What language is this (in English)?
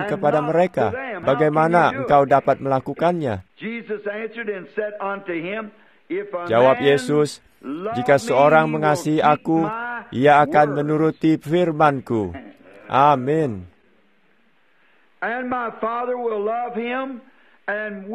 Indonesian